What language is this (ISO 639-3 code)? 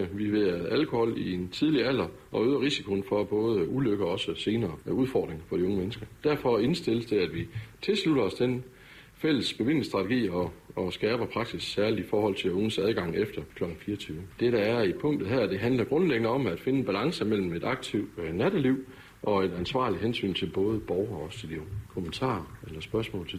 dan